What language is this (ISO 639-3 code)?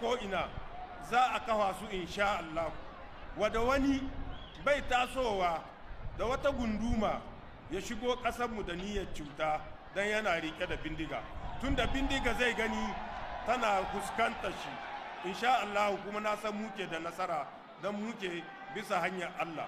hau